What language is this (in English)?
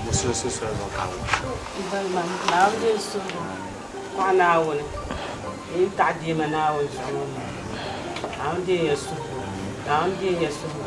Dagbani